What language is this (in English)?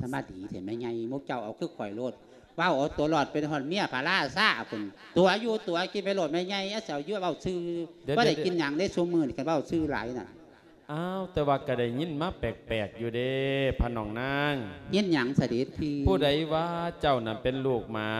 Lao